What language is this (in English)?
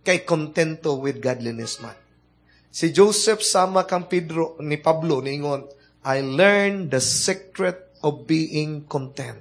Cebuano